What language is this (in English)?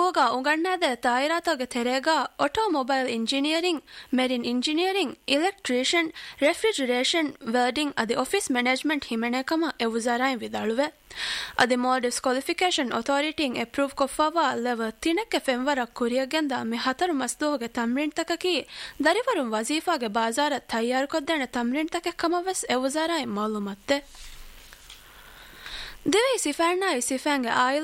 Divehi